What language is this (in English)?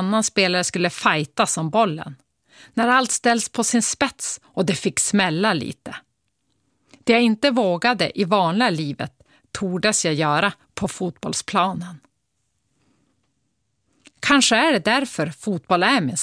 Swedish